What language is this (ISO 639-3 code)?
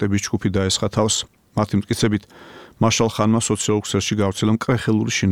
kat